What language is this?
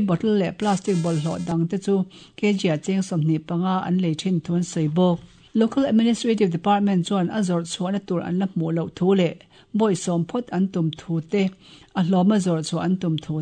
Mizo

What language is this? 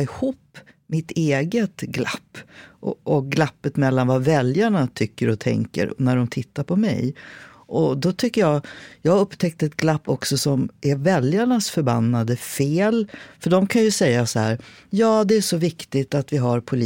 Swedish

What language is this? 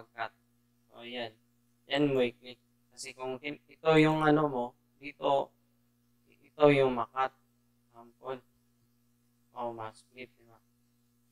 Filipino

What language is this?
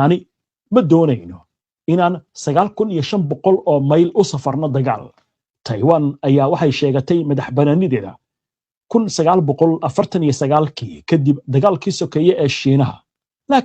Somali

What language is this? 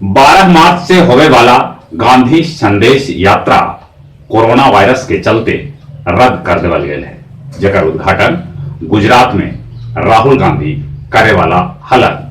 Magahi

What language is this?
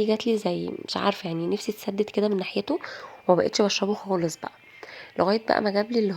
Egyptian Arabic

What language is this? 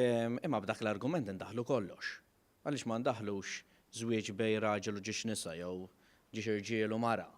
Maltese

